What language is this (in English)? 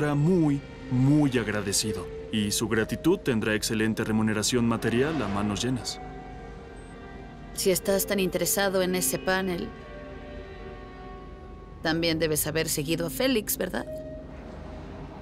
Spanish